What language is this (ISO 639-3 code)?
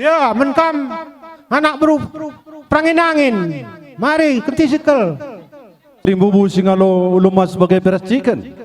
btx